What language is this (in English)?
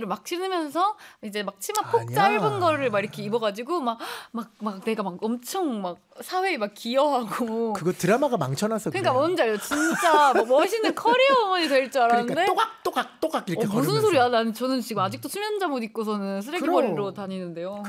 Korean